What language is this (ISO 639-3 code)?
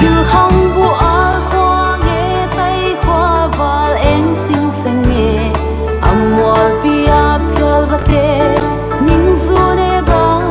pck